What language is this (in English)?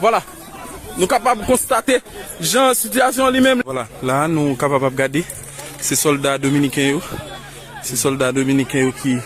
Haitian Creole